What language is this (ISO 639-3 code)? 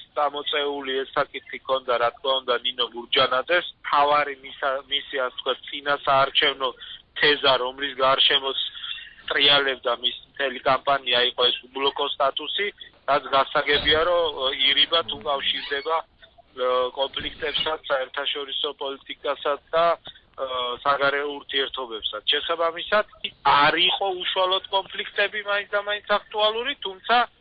kat